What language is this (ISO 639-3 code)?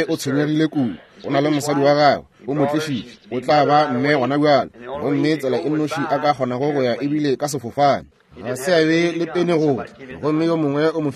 nso